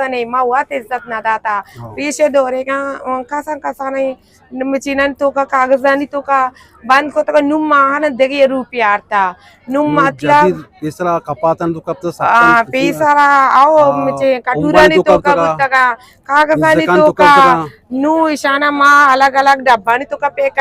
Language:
Eastern Balochi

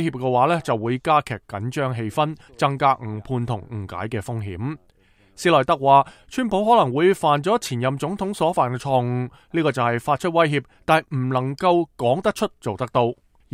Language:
Cantonese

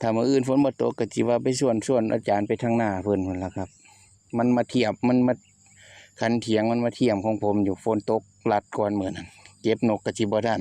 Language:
Northeastern Thai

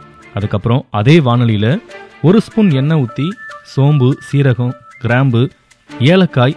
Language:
Tamil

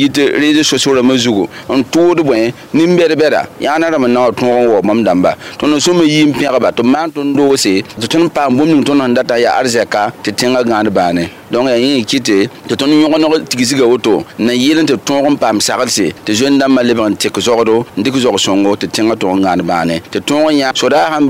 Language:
Mossi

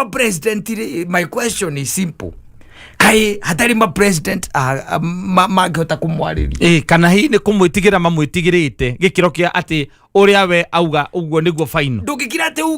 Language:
Kikuyu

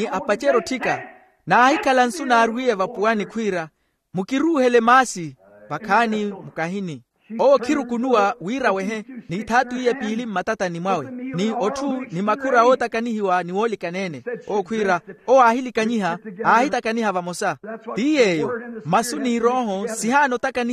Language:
Makhuwa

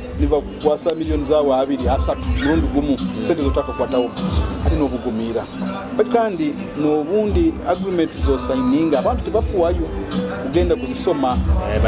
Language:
Nyoro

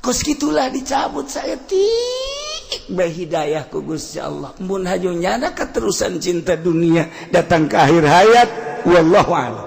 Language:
Sundanese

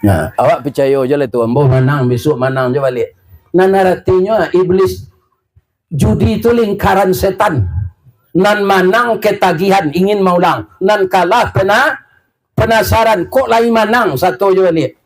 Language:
Minangkabau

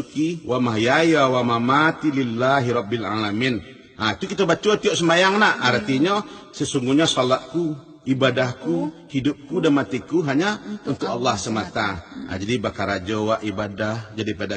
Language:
Minangkabau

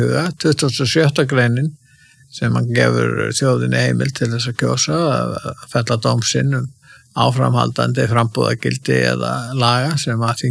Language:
Icelandic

